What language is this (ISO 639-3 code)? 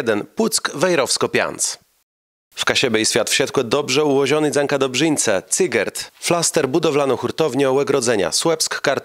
csb